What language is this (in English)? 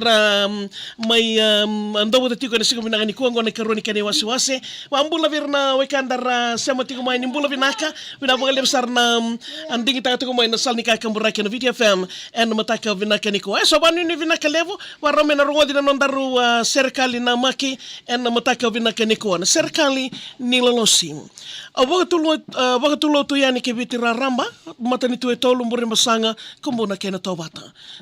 Fijian